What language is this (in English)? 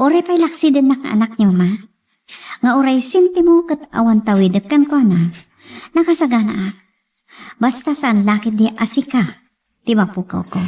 Iloko